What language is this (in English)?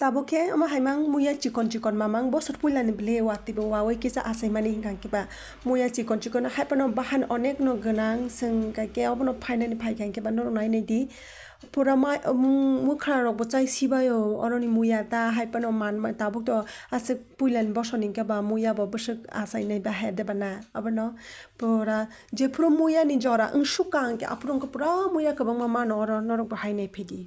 Kok Borok